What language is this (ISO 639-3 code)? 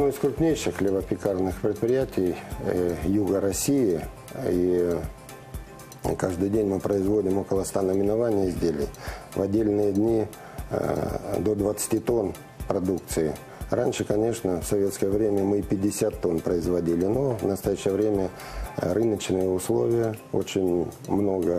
rus